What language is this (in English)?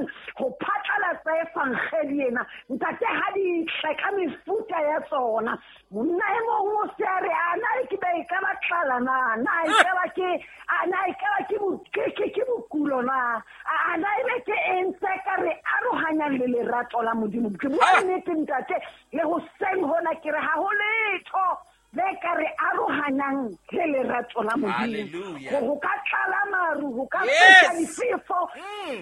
Southern Sotho